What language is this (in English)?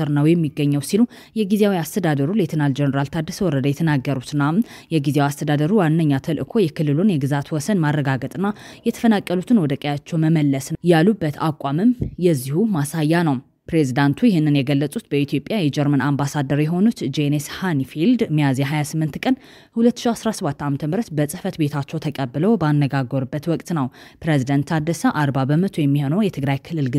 Amharic